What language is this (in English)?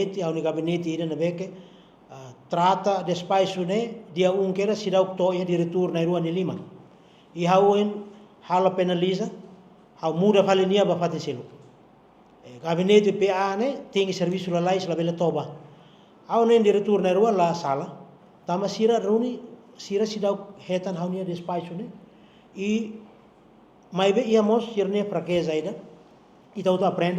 Tetum